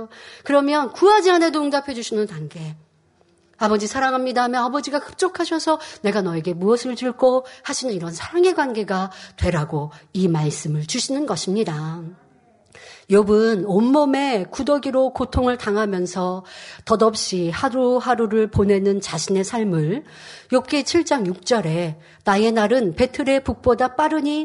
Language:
Korean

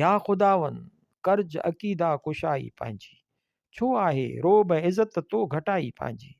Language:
Sindhi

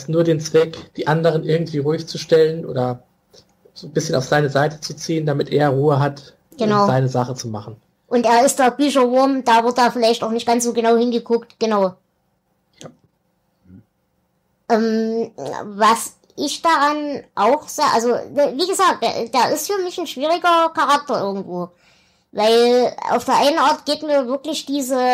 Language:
German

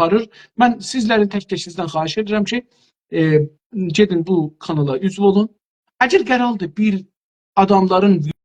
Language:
South Azerbaijani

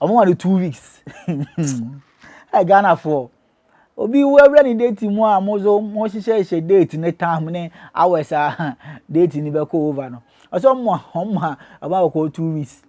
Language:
Akan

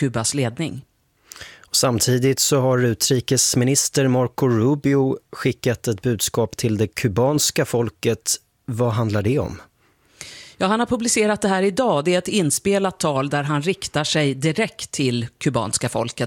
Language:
Swedish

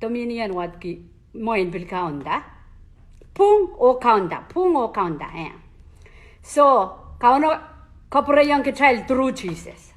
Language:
Pohnpeian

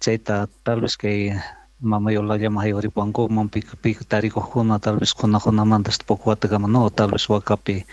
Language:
Quechua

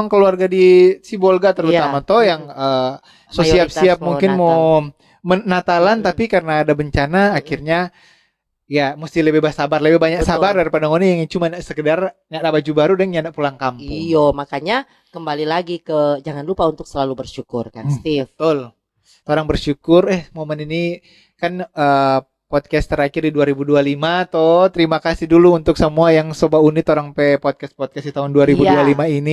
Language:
Manado Malay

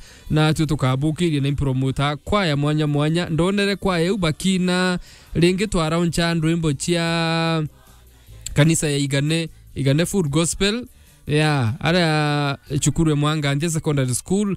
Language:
Meru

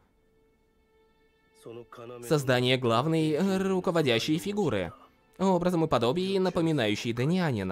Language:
Russian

